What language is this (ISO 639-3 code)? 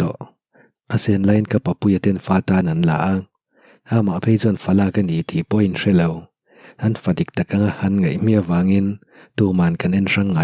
lus